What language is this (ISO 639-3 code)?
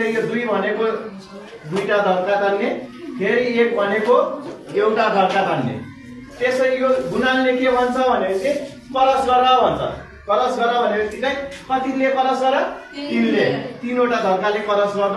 nep